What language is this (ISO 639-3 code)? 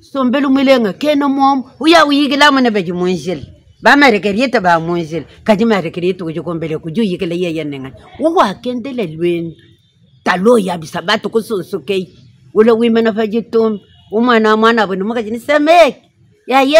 lua